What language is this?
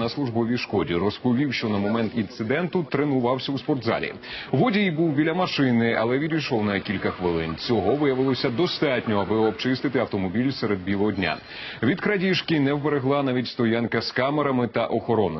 Ukrainian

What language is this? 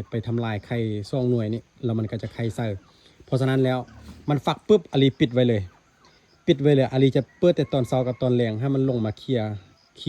Lao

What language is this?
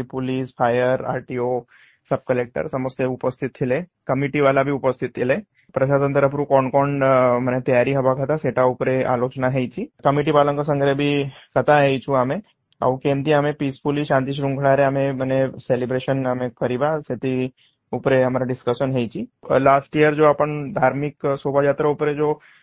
Odia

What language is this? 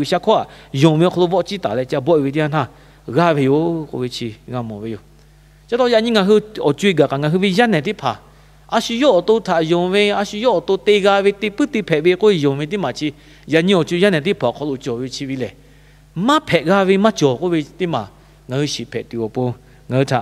Lahu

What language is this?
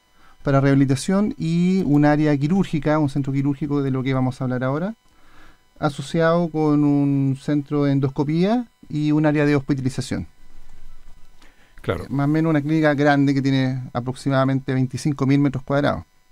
Spanish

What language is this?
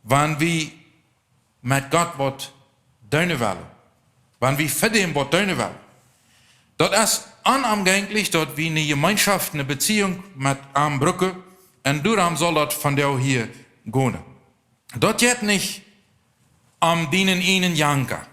Plautdietsch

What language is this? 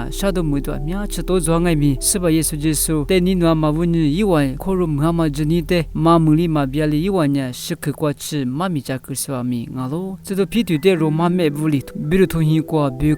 Lisu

